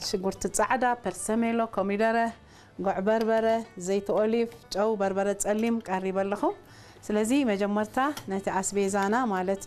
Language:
Tigrinya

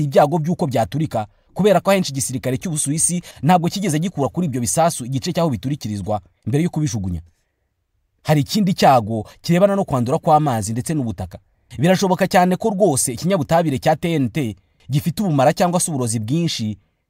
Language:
Kinyarwanda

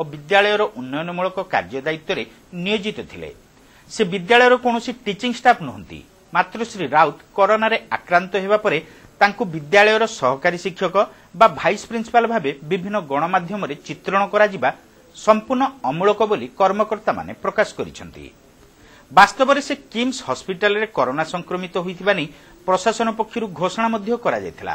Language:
Odia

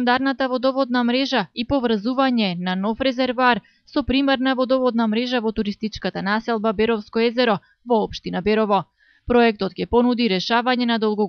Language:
Macedonian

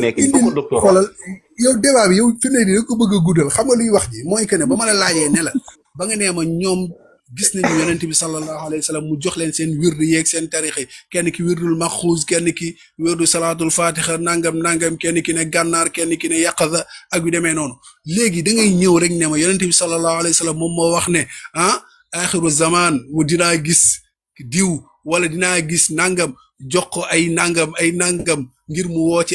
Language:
Wolof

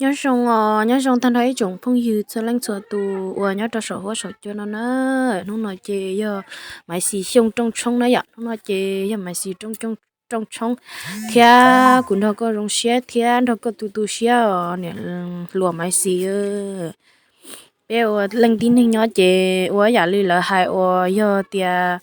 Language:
Hmong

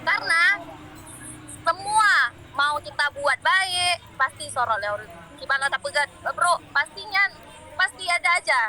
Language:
Achinese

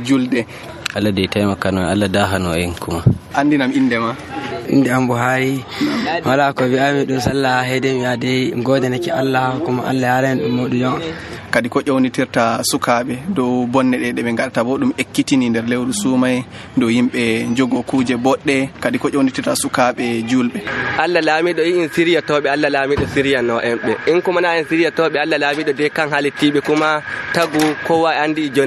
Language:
Nigerian Fulfulde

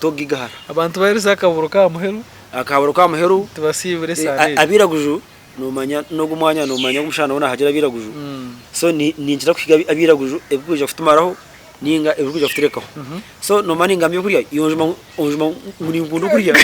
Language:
Nyankole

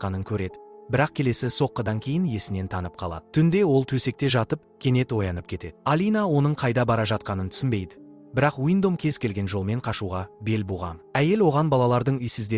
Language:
Kazakh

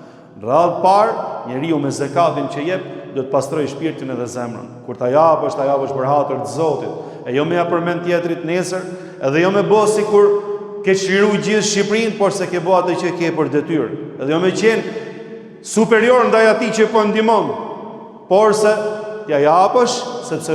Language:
Albanian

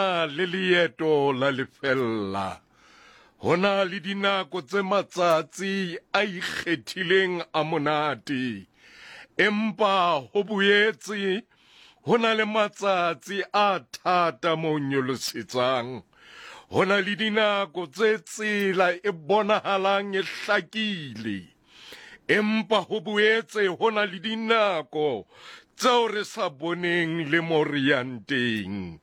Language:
Southern Sotho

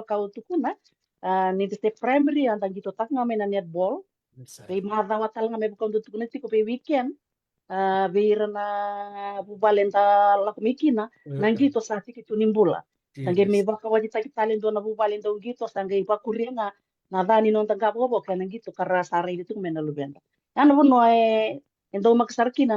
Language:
Fijian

